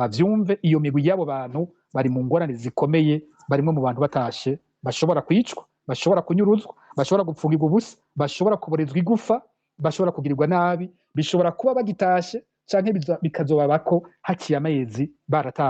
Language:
Rundi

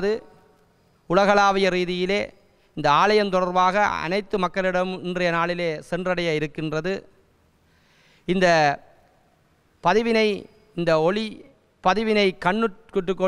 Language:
Tamil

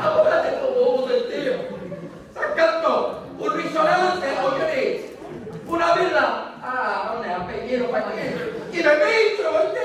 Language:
Sicilian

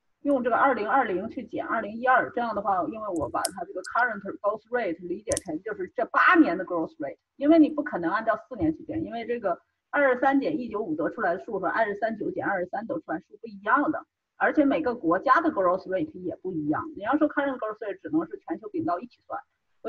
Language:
Chinese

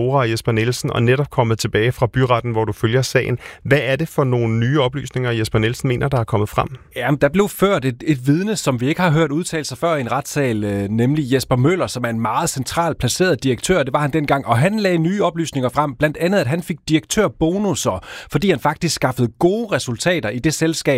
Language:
Danish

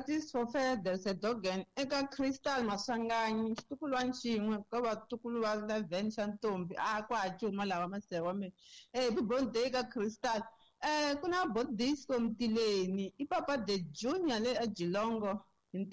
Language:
Tsonga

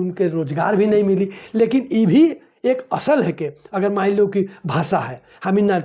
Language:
Sadri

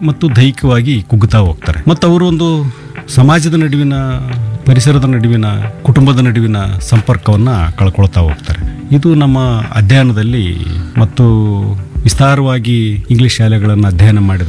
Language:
Kannada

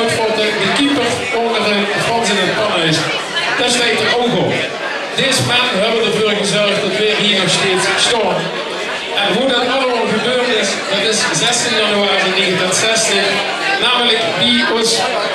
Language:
Limburgish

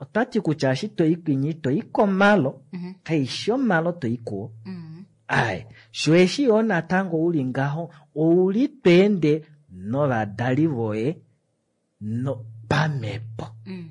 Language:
Kuanyama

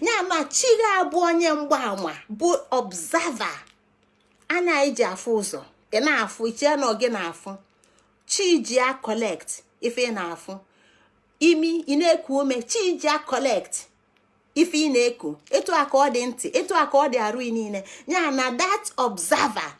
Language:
Igbo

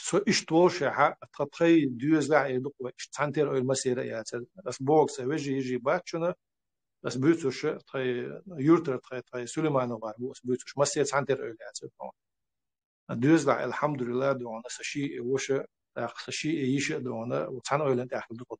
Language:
Chechen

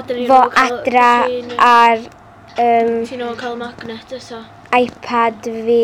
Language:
Welsh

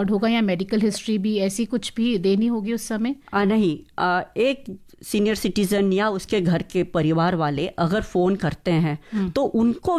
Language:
Hindi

